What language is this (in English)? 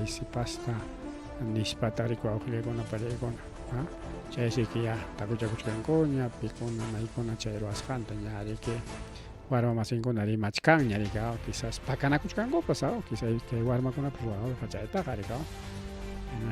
Ayacucho Quechua